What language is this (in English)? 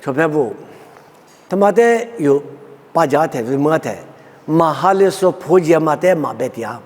Lisu